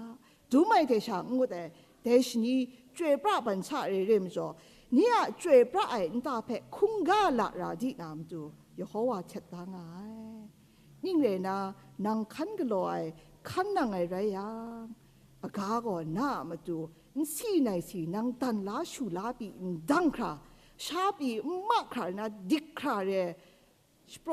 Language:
Kachin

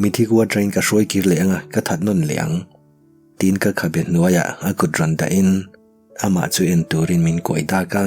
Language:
Mizo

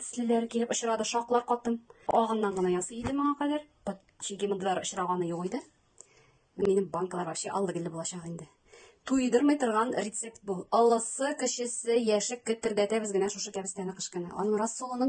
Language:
Tatar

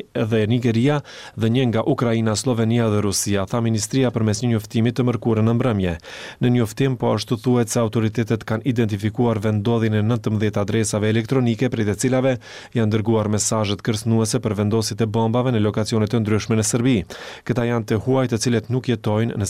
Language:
Albanian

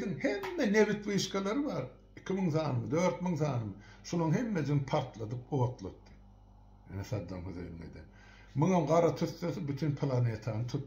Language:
Turkmen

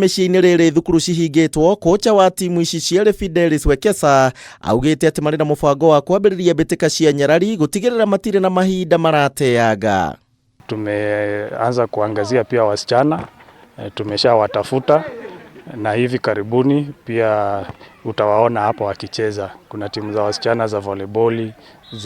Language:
Kikuyu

